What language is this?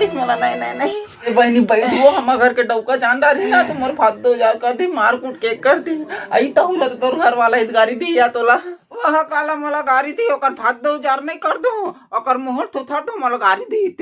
Chhattisgarhi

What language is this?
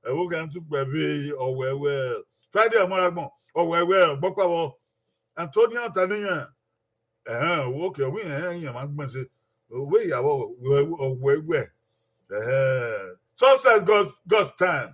Bini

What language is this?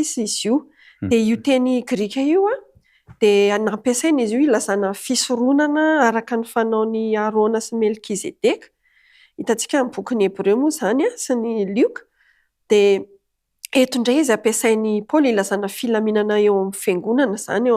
Malagasy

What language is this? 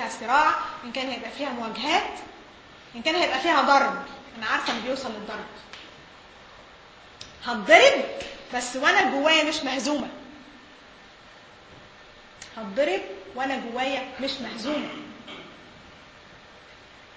Egyptian Arabic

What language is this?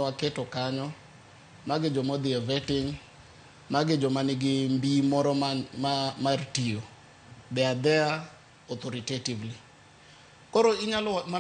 Luo (Kenya and Tanzania)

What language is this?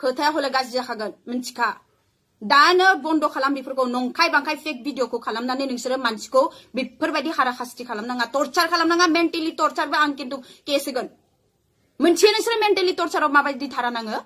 Bodo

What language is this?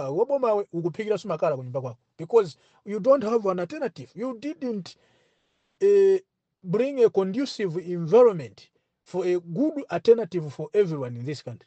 Nyanja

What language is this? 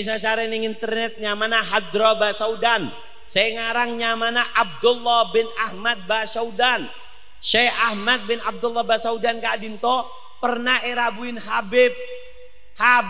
Madurese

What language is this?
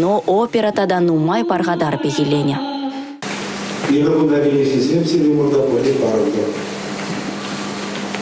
Chuvash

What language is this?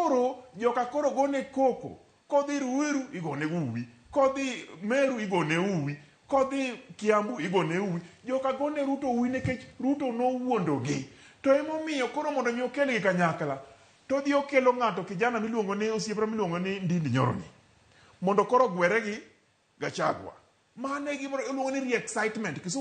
Luo (Kenya and Tanzania)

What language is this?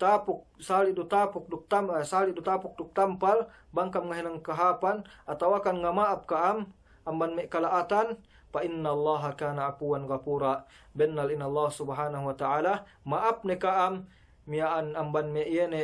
Yakan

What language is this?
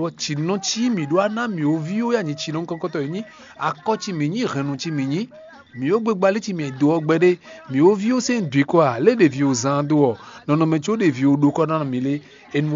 Fon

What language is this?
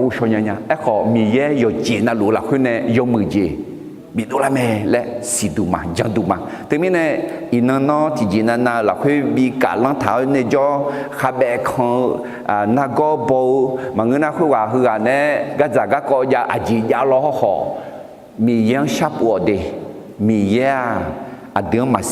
Akha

